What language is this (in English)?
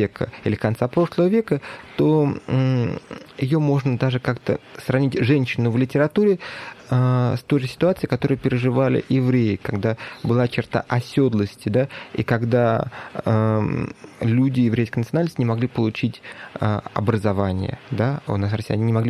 Russian